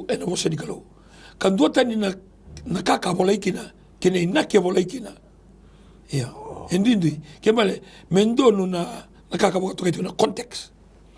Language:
Fijian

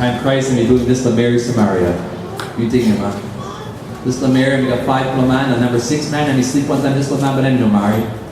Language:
Tok Pisin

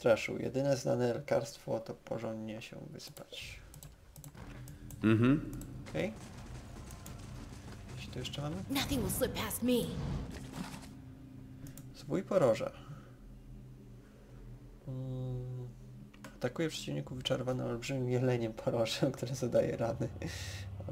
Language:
Polish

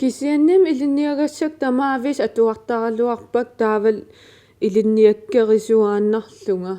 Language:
Kalaallisut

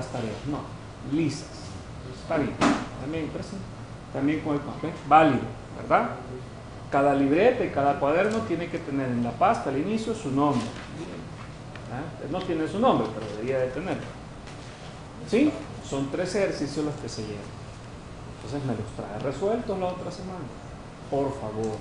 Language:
Spanish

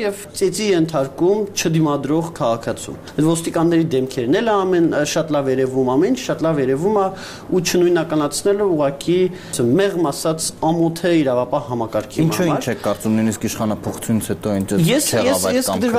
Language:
Armenian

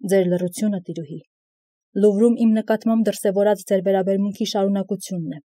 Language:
Armenian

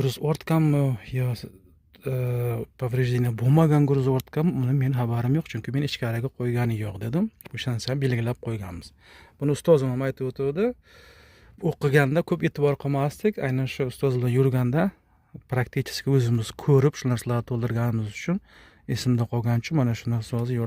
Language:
Uzbek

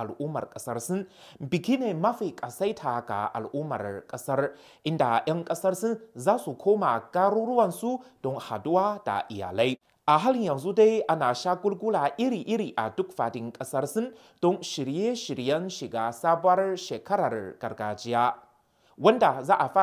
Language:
Hausa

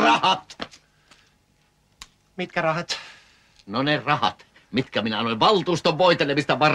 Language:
Finnish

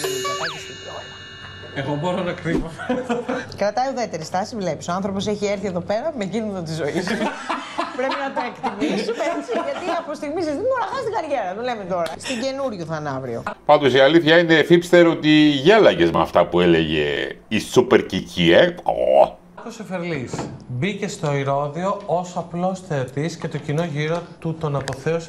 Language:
Greek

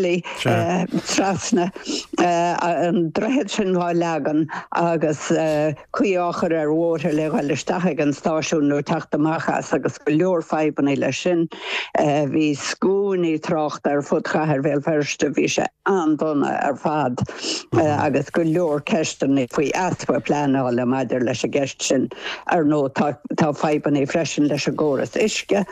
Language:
Irish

